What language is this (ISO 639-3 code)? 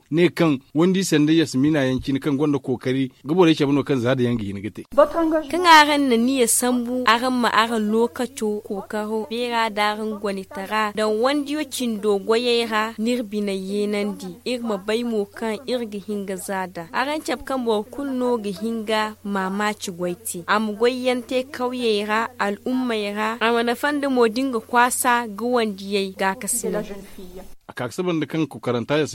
dje